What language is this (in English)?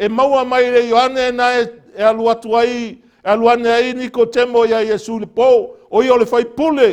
Samoan